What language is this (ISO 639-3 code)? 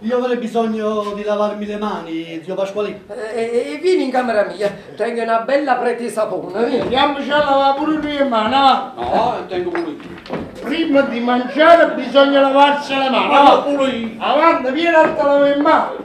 nap